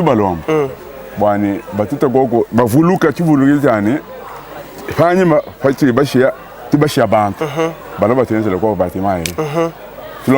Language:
Luba-Lulua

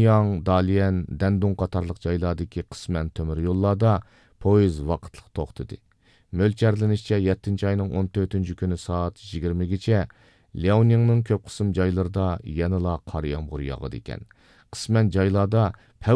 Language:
Uyghur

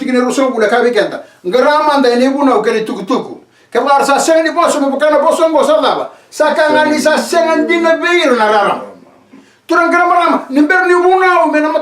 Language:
Fijian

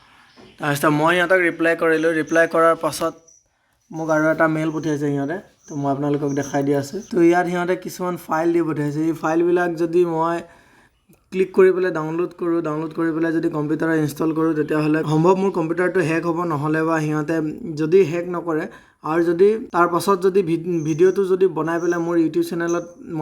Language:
Assamese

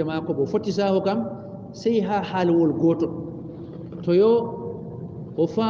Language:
Fula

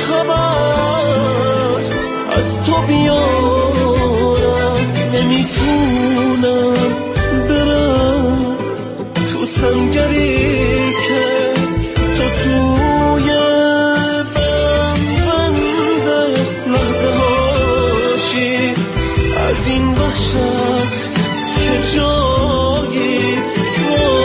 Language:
Persian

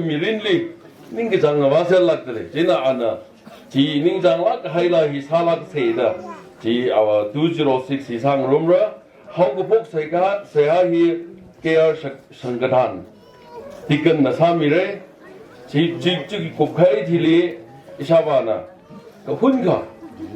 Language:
Tangkhul Naga (India)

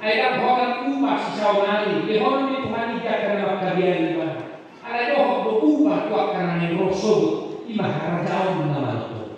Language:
Batak Toba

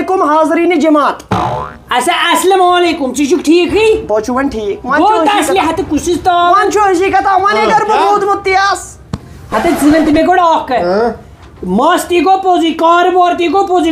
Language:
Kashmiri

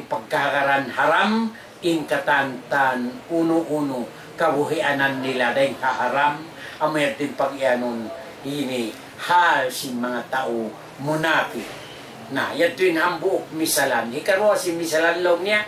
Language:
Tausug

